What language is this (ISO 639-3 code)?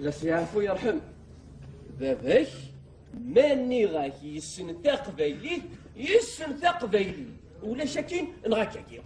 kab